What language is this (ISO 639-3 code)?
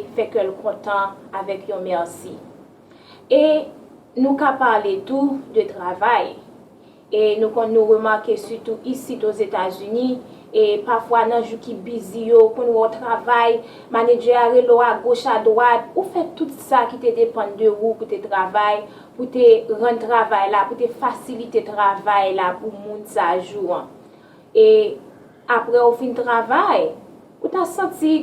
hat